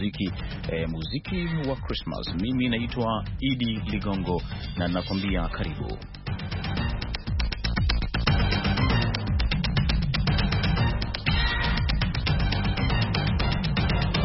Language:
Swahili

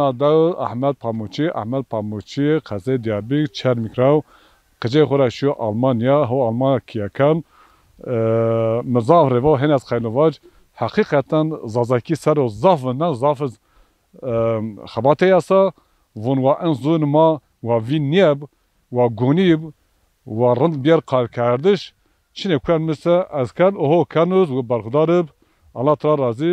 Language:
Zaza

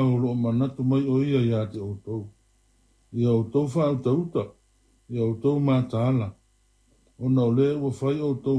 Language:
Samoan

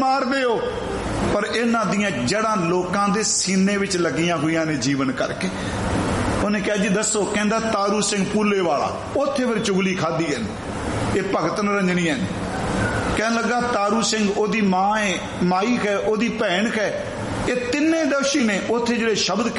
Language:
Punjabi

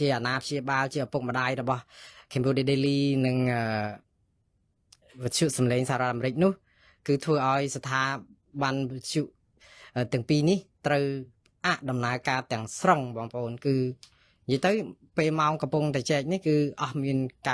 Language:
Khmer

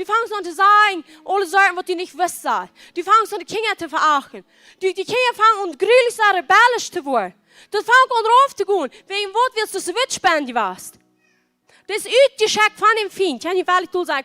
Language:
Plautdietsch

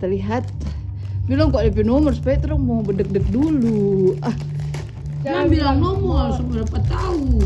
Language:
Manado Malay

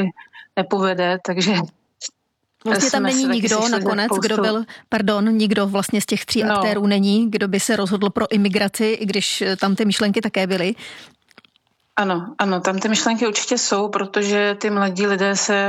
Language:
Czech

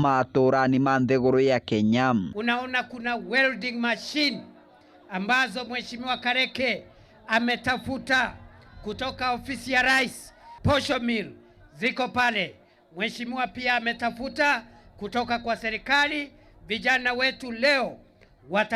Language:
Meru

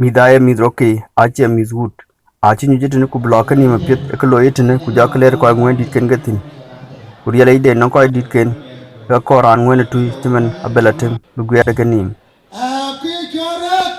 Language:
Dinka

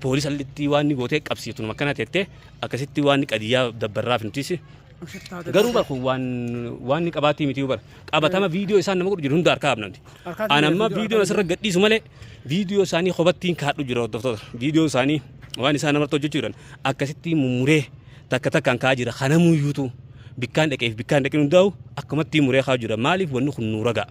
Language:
Oromo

